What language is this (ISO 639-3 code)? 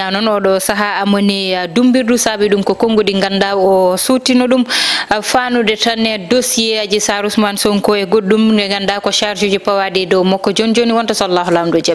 ful